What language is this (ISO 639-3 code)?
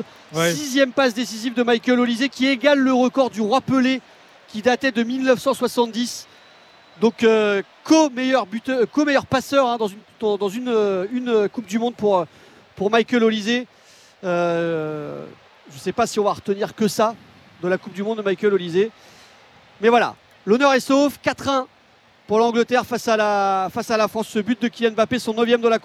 fra